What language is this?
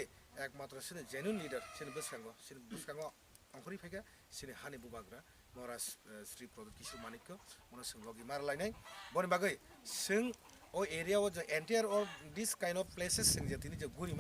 Kok Borok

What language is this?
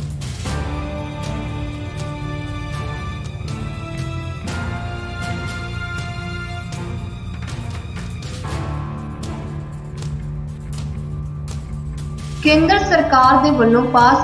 Punjabi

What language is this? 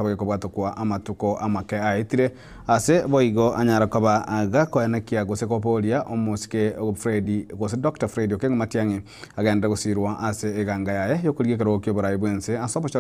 Gusii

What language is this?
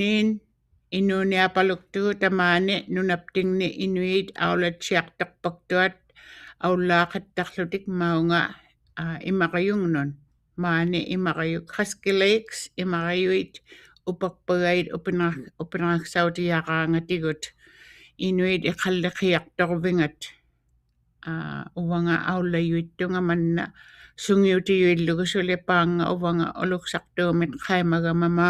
Western Canadian Inuktitut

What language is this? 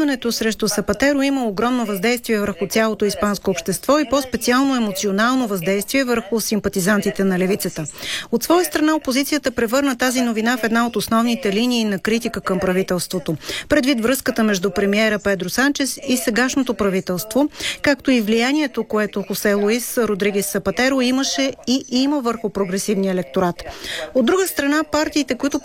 Bulgarian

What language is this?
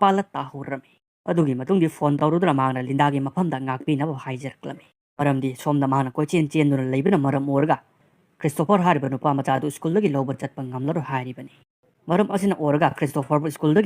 Manipuri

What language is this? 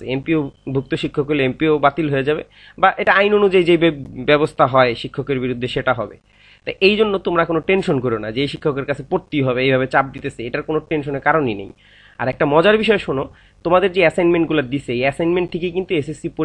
Bangla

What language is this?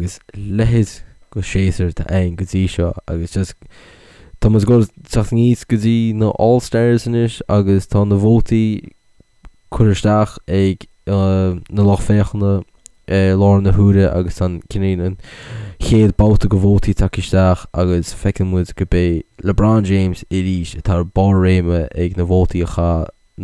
Irish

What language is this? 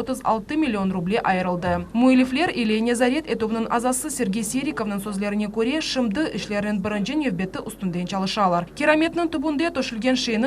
Crimean Tatar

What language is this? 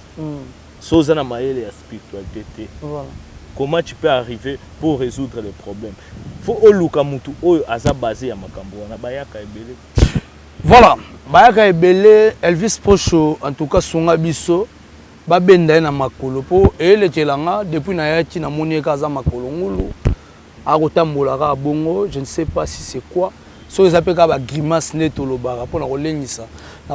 Lingala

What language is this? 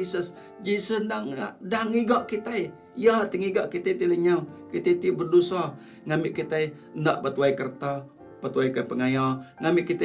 Iban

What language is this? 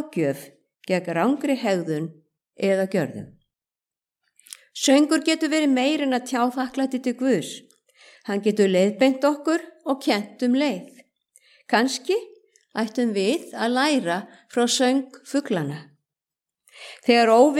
Icelandic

